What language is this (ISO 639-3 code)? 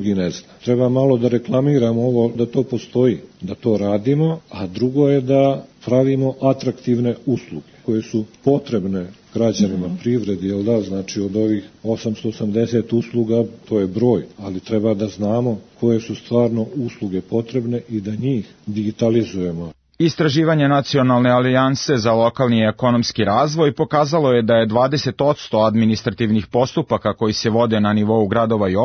srp